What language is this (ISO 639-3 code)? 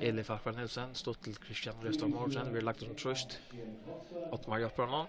fao